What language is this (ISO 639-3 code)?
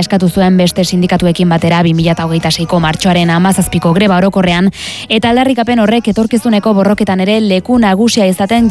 eus